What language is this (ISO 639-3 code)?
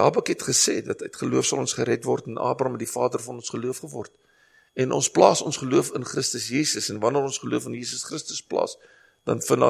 afr